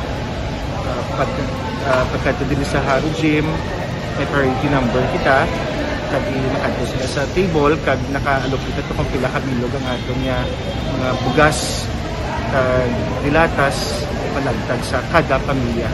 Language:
Hiligaynon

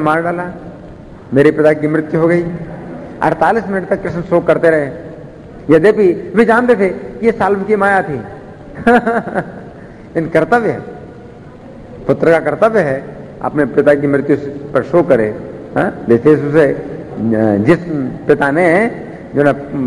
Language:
Hindi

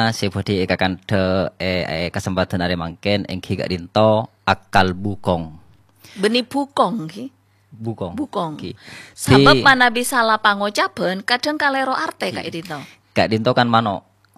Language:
Madurese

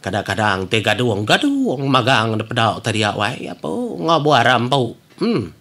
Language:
Iban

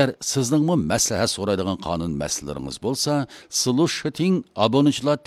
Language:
Uyghur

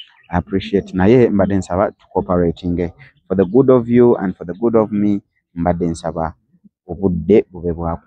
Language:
Ganda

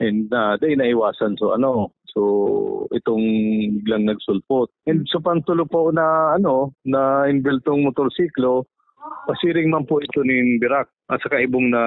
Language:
Bikol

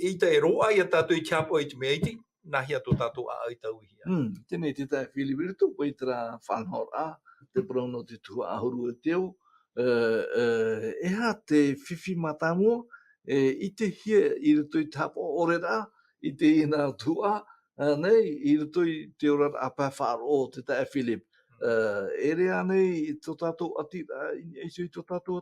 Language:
Tahitian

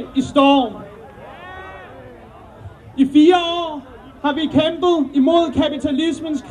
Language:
Danish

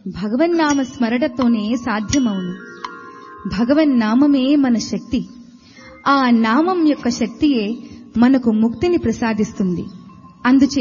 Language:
Telugu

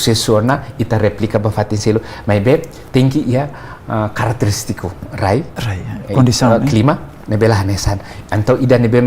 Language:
Tetum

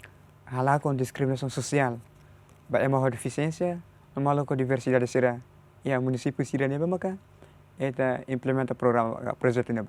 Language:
Tetum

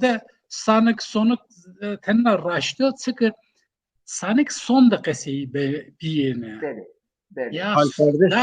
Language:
Zaza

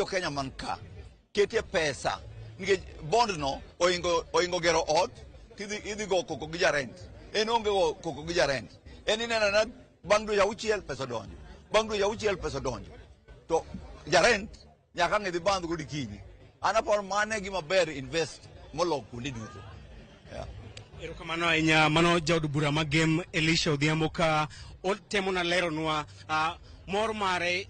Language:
Luo (Kenya and Tanzania)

